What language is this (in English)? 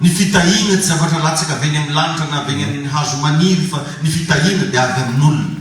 Malagasy